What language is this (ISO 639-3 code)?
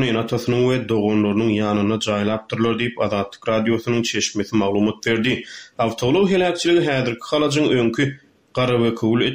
tuk